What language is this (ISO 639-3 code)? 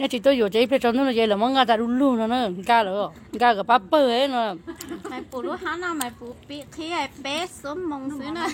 hmn